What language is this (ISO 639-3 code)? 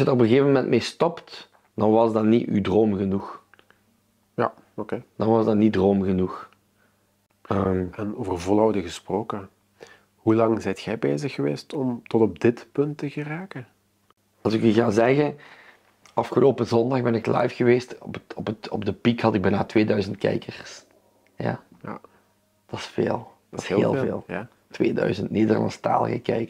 nld